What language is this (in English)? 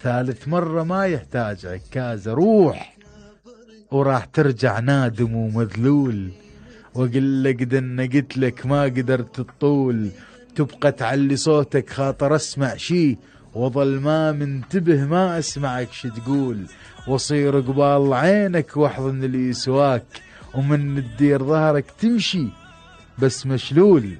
Mesopotamian Arabic